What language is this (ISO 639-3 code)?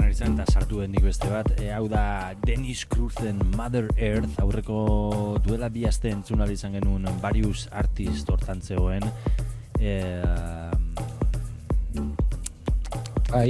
eus